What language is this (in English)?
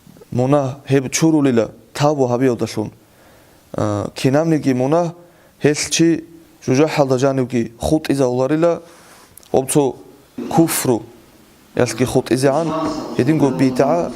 Avaric